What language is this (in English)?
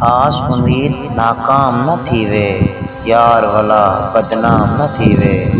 Saraiki